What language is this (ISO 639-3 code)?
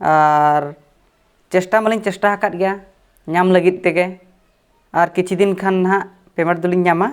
sat